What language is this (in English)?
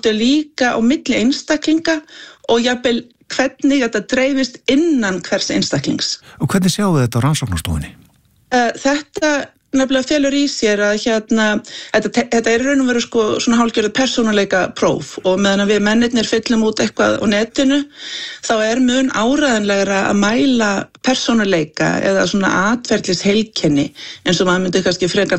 Icelandic